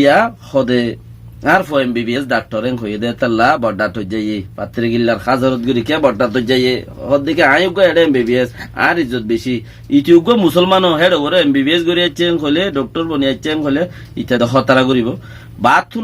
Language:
Rohingya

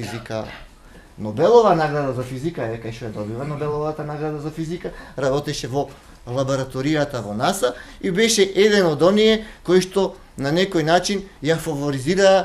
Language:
Macedonian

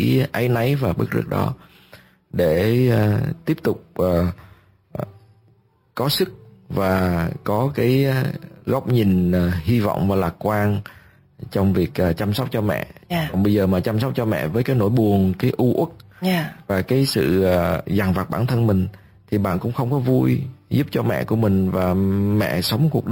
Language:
Vietnamese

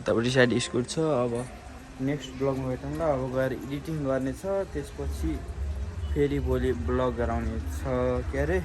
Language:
Nepali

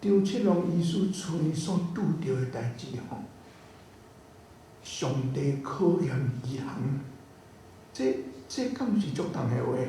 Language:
Min Nan Chinese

